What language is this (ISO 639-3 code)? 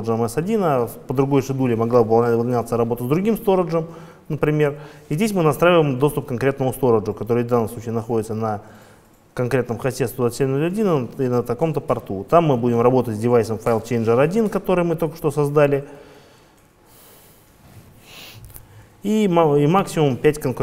rus